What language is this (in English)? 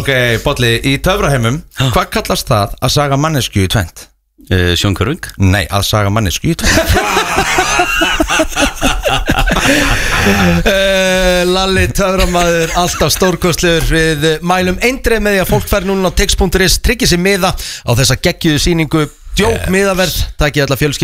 Icelandic